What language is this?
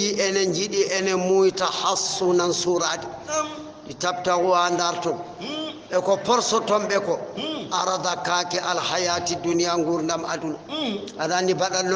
Fula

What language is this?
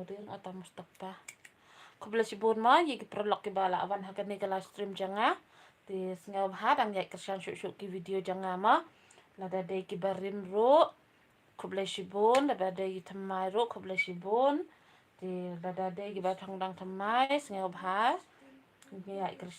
Khasi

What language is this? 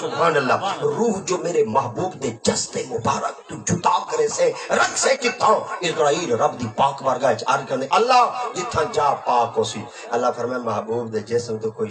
Saraiki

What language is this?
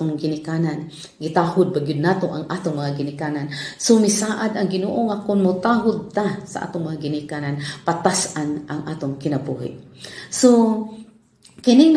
Cebuano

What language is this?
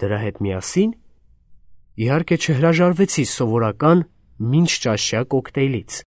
Armenian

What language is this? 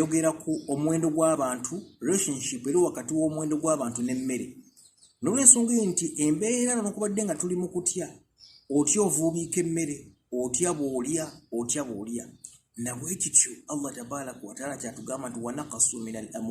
Ganda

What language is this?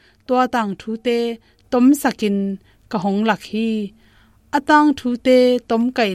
Tedim Chin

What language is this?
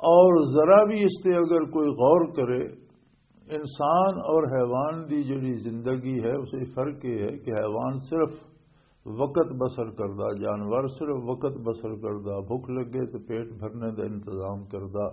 Western Panjabi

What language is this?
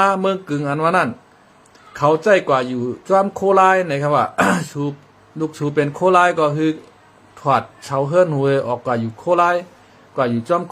Shan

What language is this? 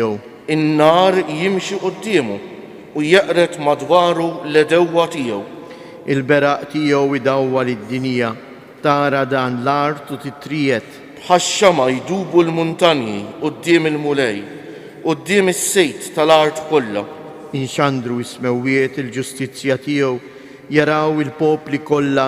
Maltese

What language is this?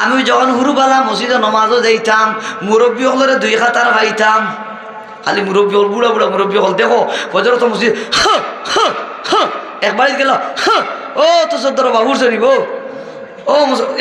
Sylheti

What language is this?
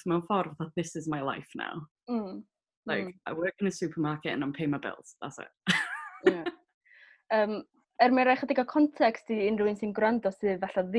Welsh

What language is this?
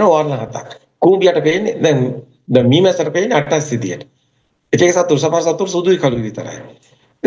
Sinhala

